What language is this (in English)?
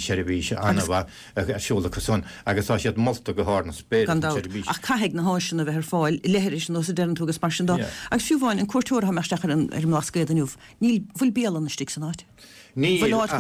Irish